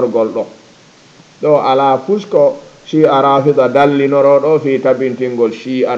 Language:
Fula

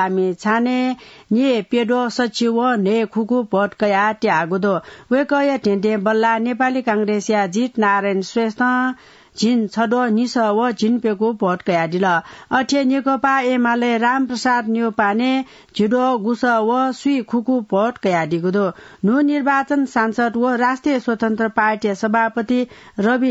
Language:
Newari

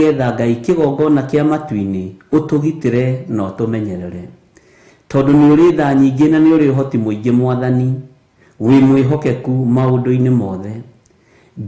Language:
Kikuyu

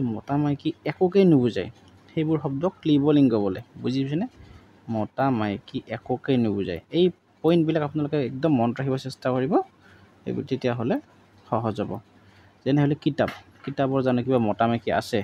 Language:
Assamese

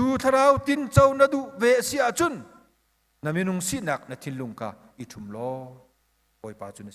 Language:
Hakha Chin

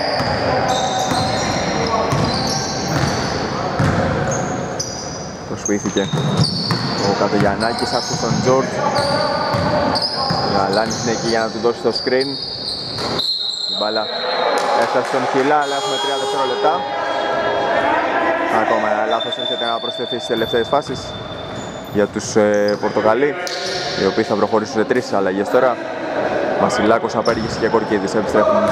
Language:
Greek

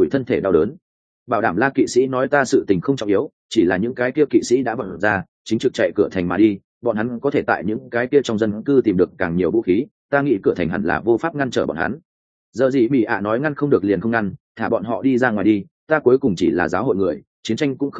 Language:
Vietnamese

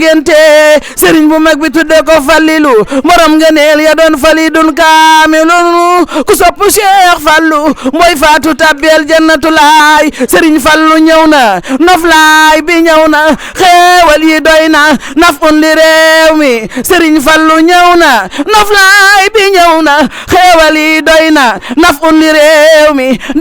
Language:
Wolof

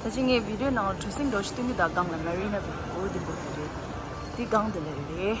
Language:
Tibetan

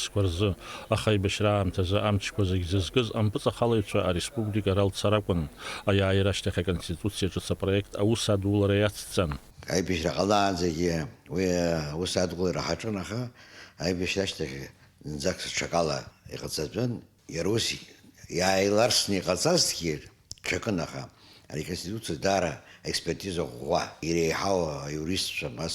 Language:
Abkhazian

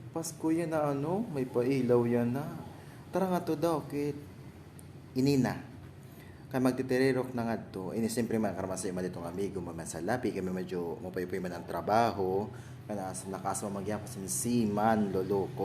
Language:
Waray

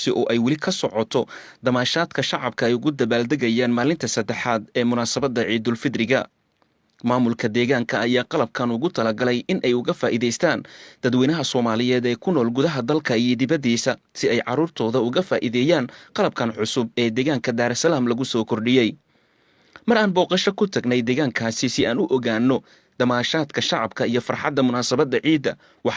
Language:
Somali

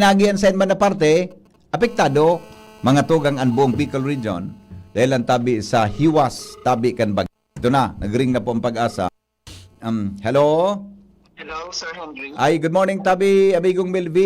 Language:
Bikol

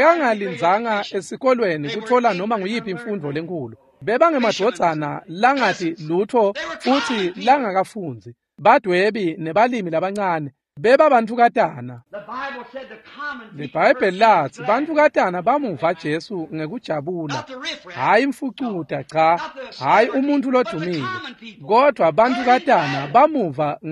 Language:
Swati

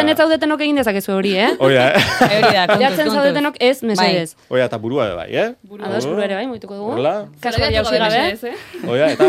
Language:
Basque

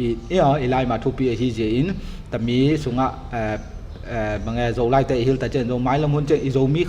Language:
Tedim Chin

